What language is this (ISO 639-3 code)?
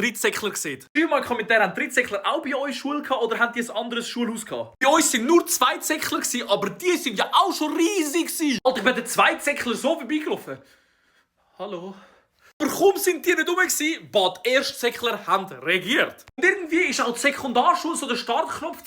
gsw